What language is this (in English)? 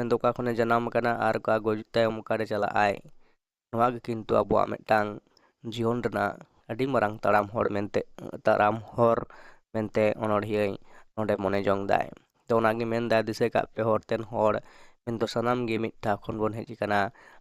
Santali